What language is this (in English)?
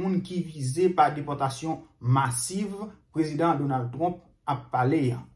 Haitian Creole